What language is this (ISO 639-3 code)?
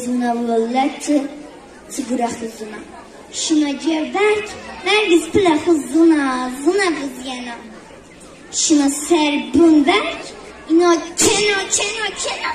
zza